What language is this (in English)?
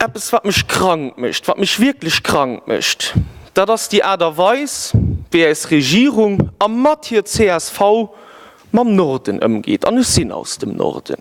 Luxembourgish